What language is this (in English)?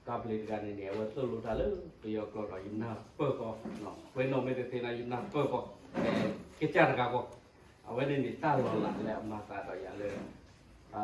S'gaw Karen